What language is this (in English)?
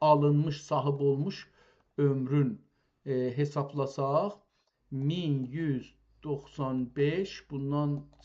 South Azerbaijani